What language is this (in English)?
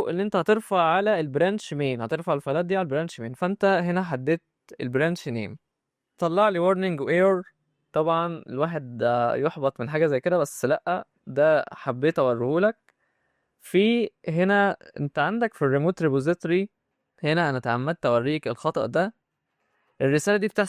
Egyptian Arabic